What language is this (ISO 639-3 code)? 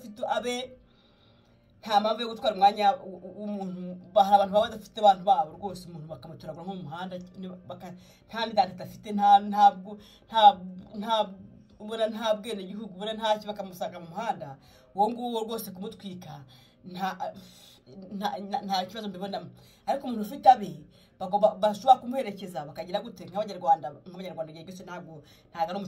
kin